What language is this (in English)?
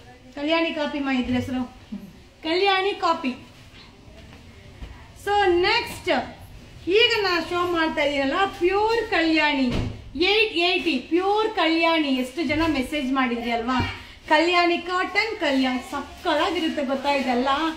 Kannada